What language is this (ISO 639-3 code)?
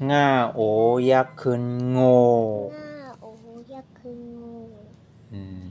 shn